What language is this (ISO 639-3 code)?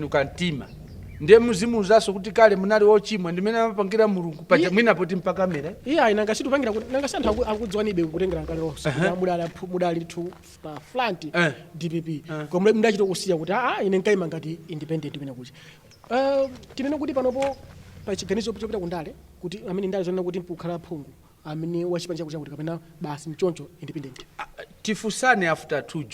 nya